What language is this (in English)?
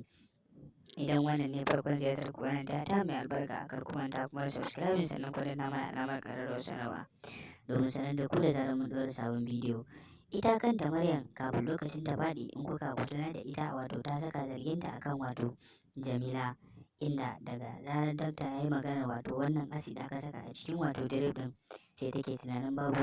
Hausa